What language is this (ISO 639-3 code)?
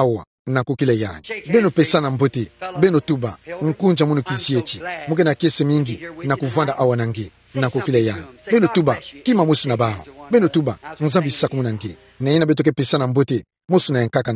ktu